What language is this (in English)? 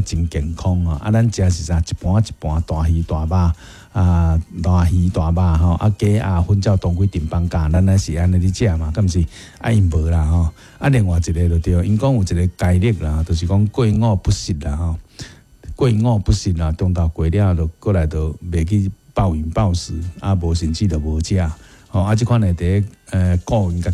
Min Nan Chinese